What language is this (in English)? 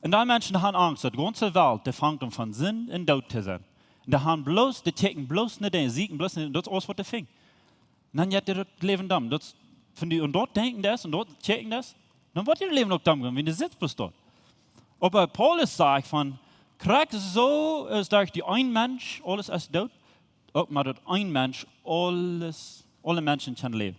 Plautdietsch